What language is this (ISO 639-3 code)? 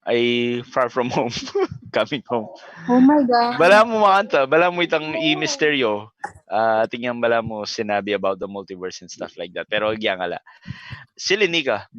pam